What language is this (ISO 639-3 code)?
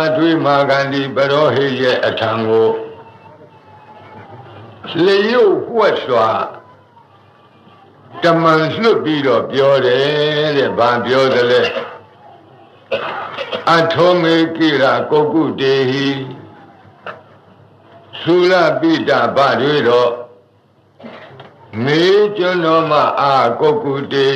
mya